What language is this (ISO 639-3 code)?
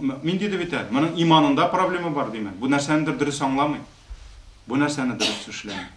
tat